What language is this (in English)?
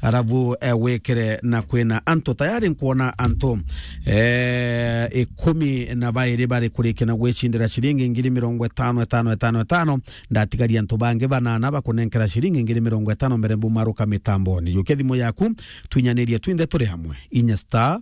Meru